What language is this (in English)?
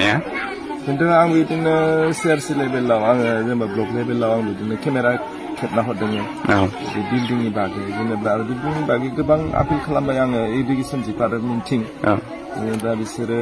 Bodo